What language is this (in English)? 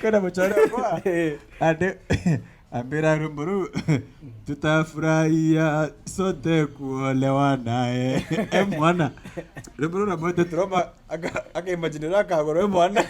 Meru